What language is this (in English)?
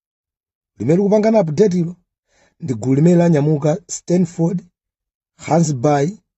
Nyanja